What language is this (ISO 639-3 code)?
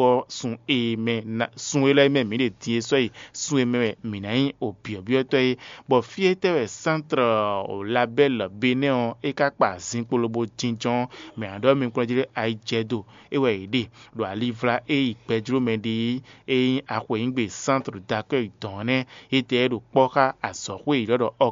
fon